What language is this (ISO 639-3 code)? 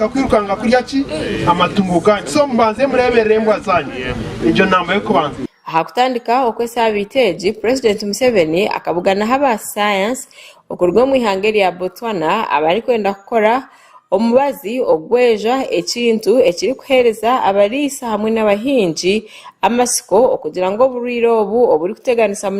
nyn